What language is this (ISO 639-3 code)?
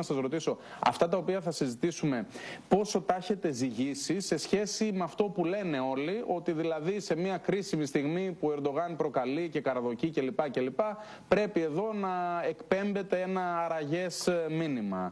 ell